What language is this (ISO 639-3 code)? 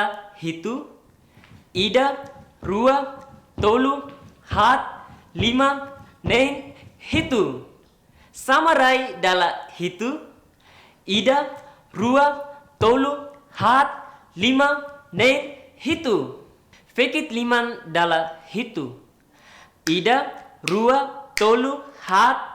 tet